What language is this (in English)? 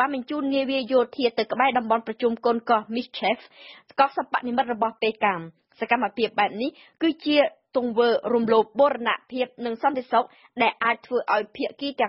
Khmer